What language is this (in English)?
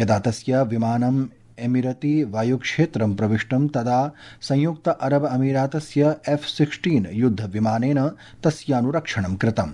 Sanskrit